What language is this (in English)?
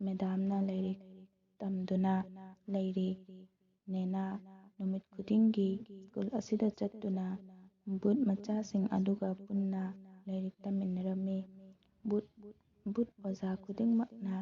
Manipuri